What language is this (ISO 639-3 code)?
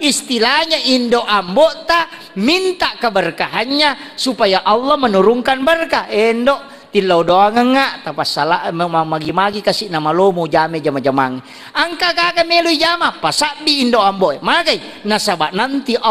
bug